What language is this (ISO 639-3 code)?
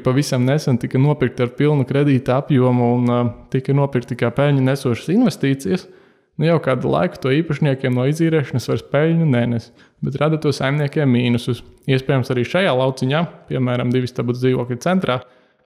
lav